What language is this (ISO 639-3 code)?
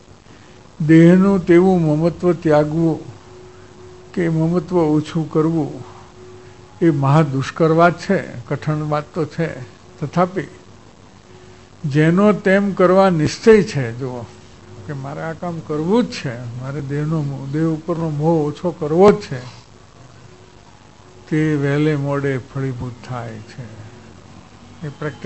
guj